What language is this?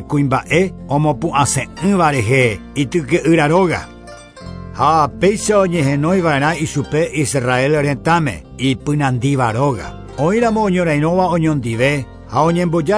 Guarani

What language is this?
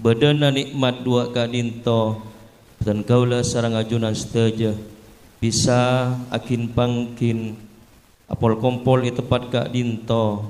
Madurese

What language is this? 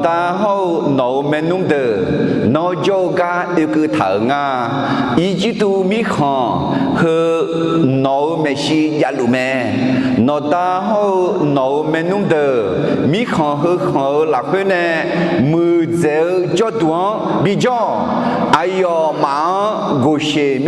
Akha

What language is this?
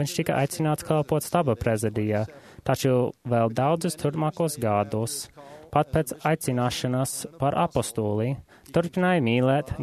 Latvian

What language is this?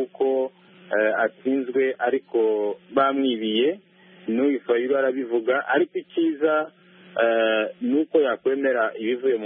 Kinyarwanda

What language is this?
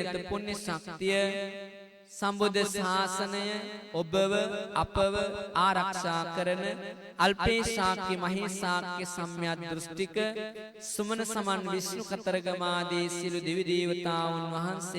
Sinhala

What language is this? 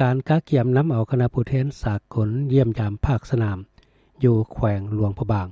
Lao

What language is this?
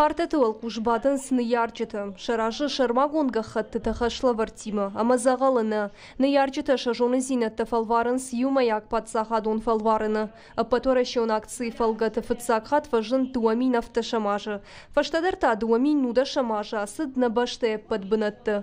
Ossetic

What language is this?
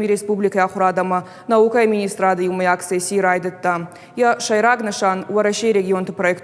Ossetic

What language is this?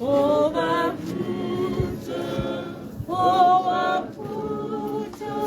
Tswana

